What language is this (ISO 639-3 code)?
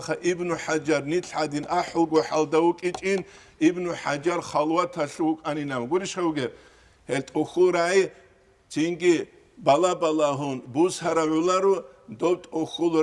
ava